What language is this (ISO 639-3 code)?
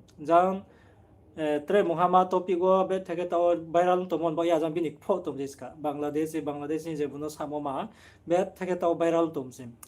ria